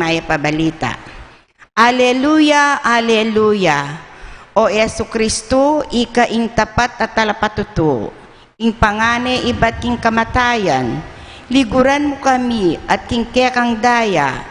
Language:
Pampanga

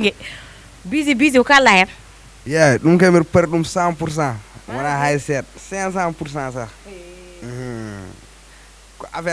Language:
Fula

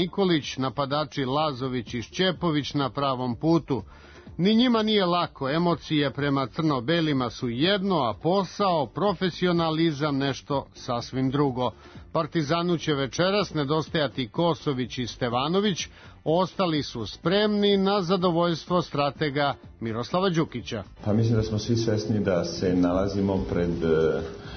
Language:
Serbian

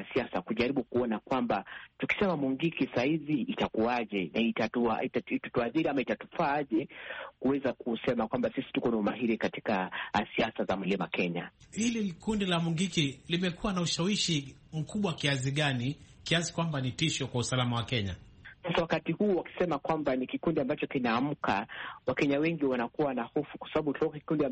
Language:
Swahili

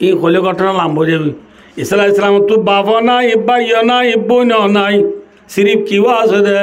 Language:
Rohingya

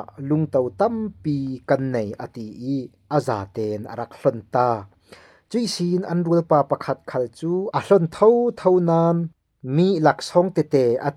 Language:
Falam Chin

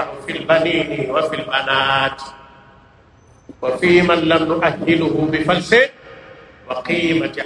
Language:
Swahili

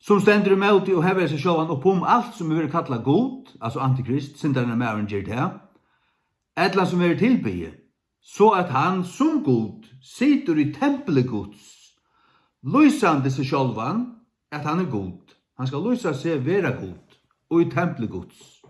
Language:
Faroese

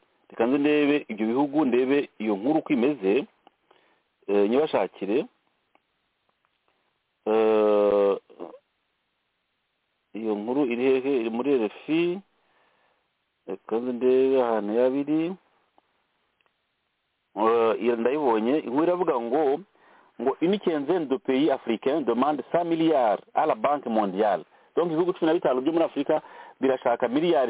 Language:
Kinyarwanda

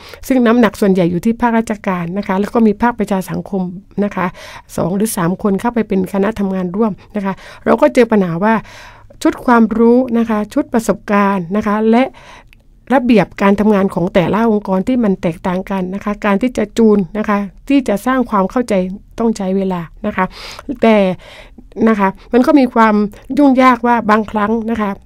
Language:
Thai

